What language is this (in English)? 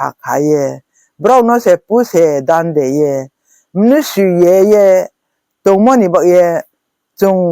Riang (India)